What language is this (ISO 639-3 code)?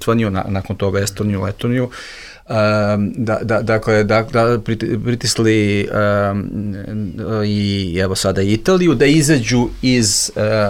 srp